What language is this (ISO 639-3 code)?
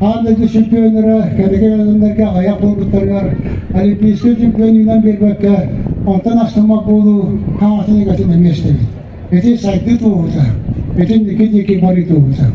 sah